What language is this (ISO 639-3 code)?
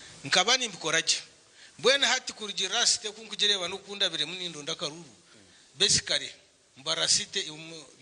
nyn